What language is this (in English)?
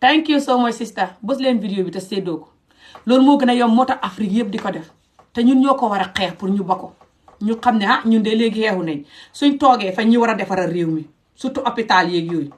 Wolof